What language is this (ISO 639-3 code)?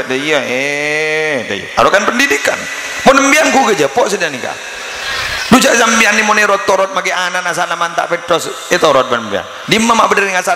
mad